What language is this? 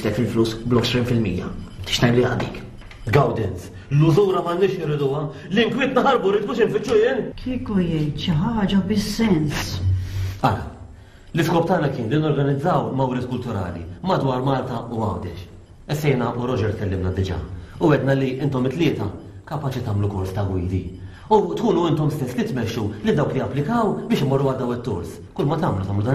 Maltese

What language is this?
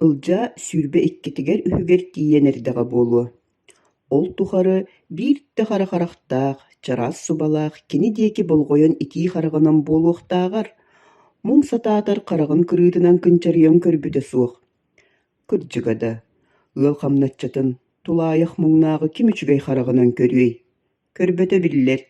Yakut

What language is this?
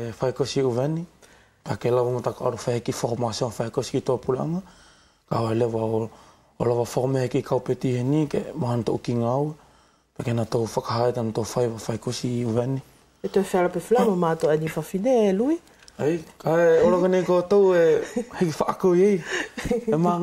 Wallisian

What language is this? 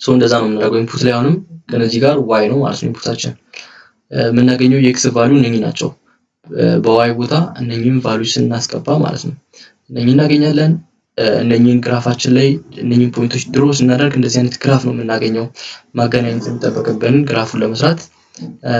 Amharic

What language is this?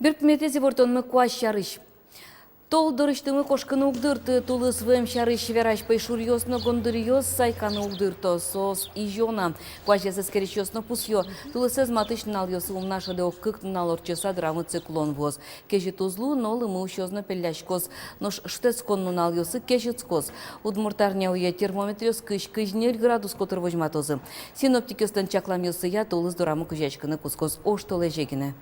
Udmurt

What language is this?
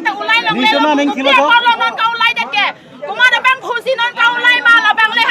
Karbi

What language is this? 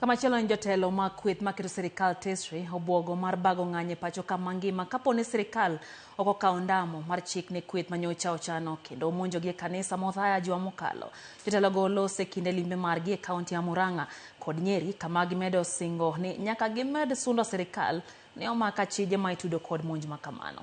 Luo (Kenya and Tanzania)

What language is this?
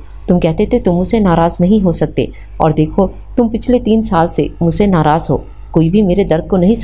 Urdu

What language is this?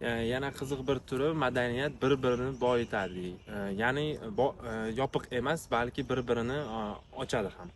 Uzbek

